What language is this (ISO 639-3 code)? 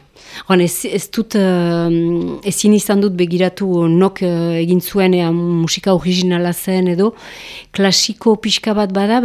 eus